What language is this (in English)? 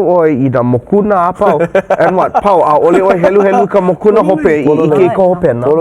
Hawaiian